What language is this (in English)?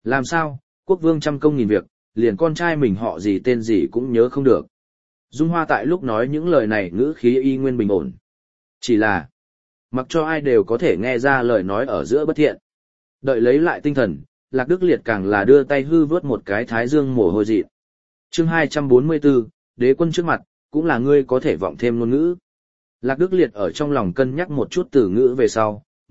Vietnamese